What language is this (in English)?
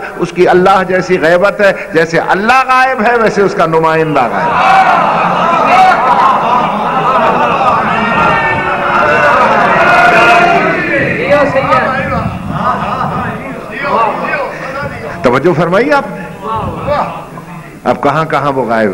Urdu